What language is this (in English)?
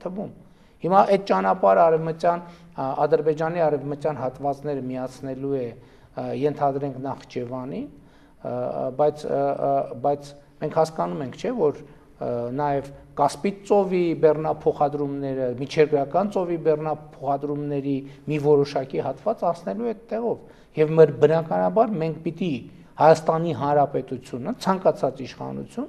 Armenian